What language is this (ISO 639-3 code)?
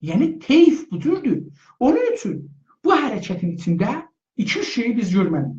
azb